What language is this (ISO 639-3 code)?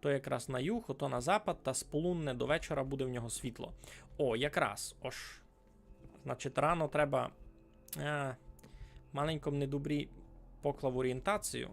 rue